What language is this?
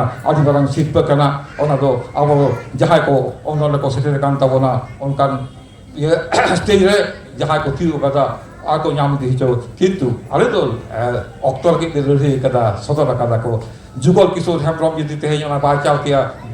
Santali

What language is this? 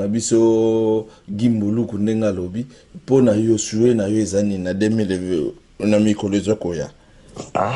Lingala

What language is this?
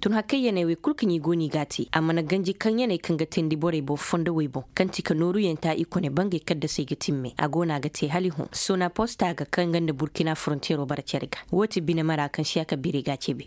Zarma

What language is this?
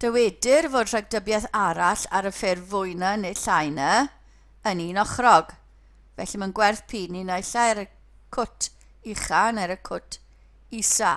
Welsh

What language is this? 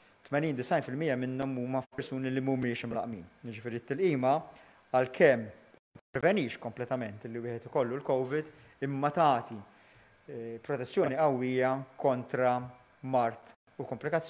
Maltese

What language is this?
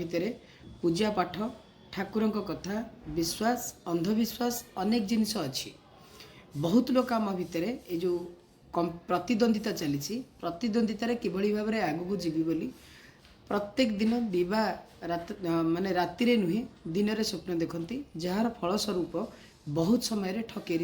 Odia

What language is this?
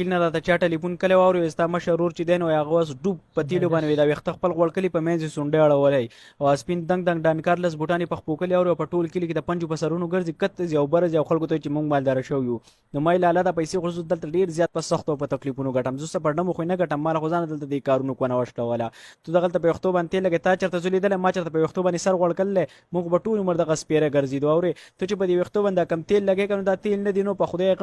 Pashto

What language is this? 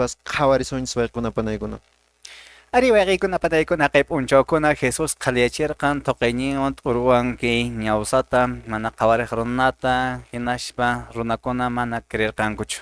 Quechua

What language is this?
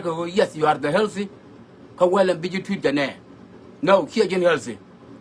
Nuer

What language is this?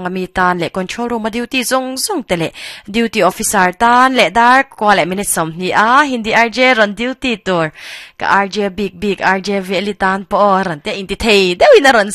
Mizo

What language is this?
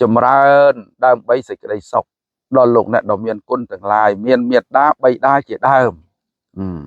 Khmer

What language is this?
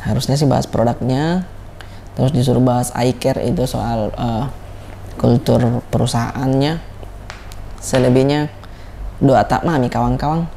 Makassar Malay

